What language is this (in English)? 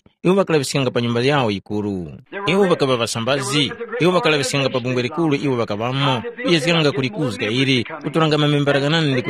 Tumbuka